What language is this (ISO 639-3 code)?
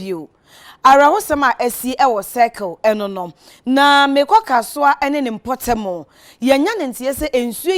aka